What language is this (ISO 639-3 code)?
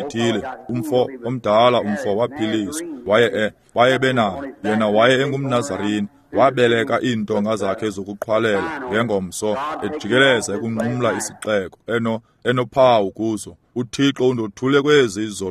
xho